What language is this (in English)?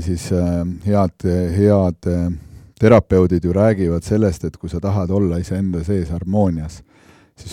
Estonian